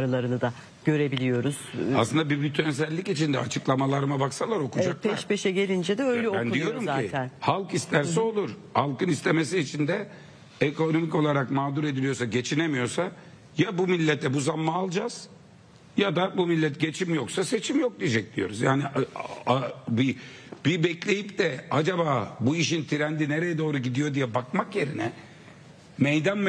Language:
Turkish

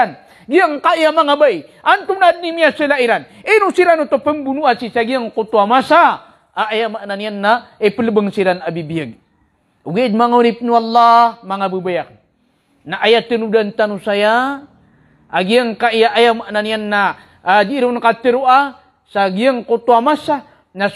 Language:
Maranao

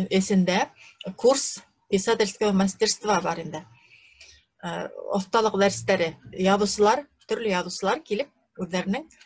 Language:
Bashkir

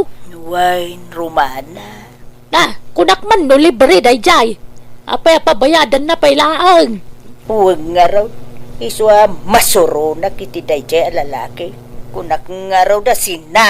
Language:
Iloko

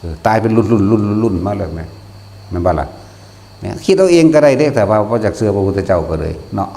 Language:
Northeastern Thai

